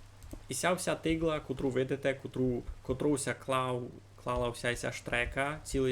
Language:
Rusyn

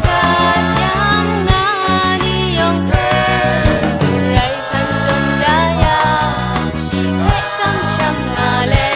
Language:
Kachin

